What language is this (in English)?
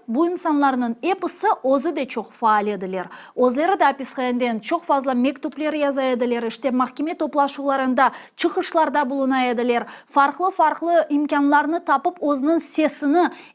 Crimean Tatar